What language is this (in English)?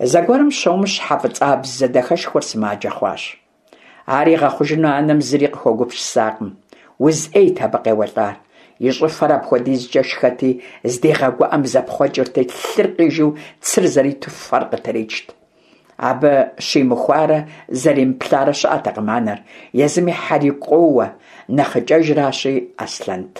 Kabardian